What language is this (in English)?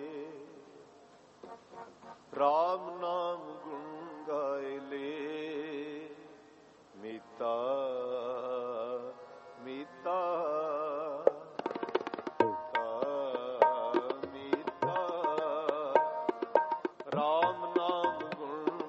Punjabi